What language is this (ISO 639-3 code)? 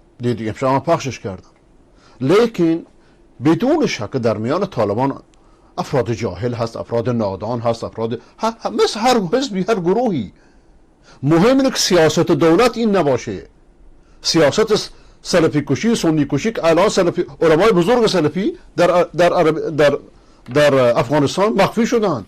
fas